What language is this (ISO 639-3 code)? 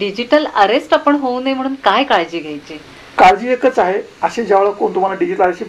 mar